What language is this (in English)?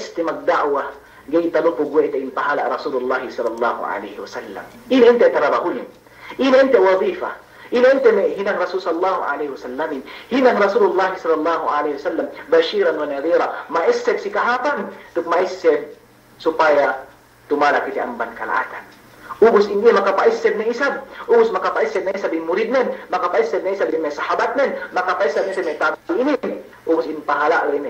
Yakan